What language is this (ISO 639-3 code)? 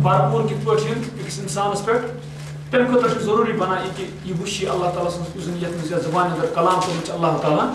kas